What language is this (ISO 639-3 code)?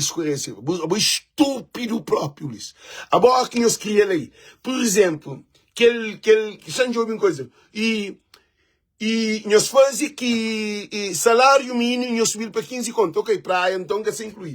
kea